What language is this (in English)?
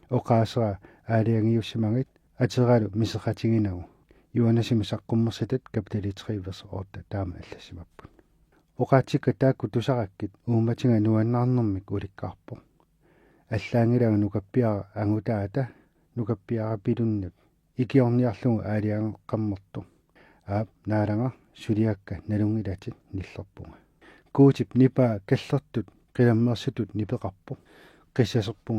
Kalaallisut